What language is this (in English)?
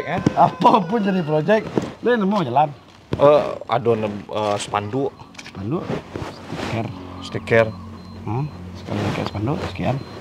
Minangkabau